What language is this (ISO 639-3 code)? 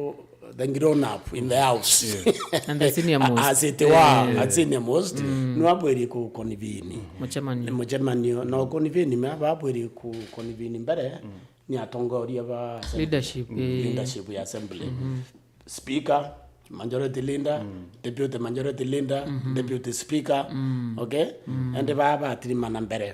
mer